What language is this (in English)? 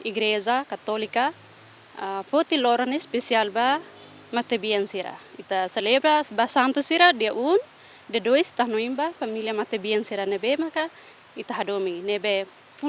Tetum